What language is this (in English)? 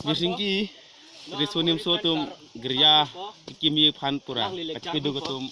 Karbi